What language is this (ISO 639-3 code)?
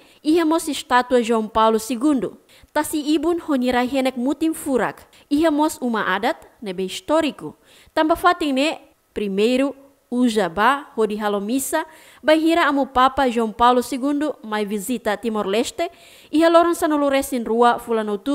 tet